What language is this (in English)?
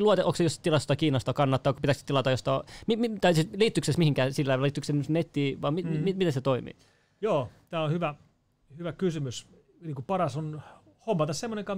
Finnish